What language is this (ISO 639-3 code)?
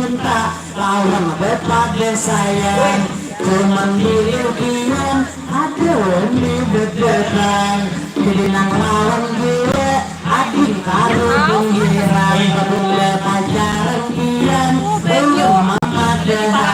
bjn